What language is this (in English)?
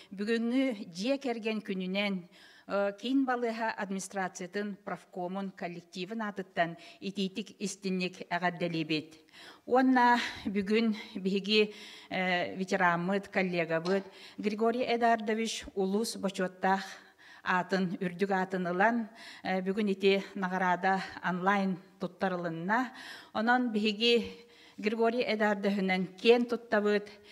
Yakut